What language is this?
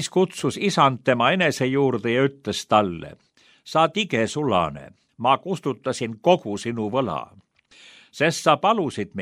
Estonian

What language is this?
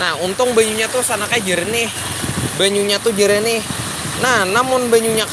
Banjar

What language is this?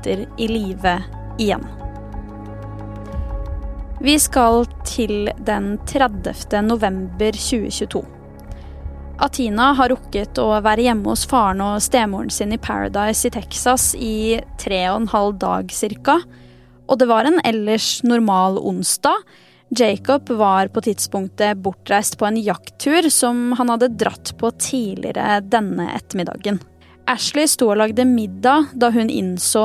Norwegian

